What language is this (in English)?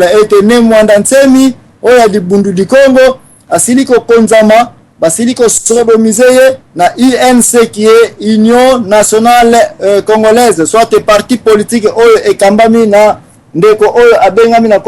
Lingala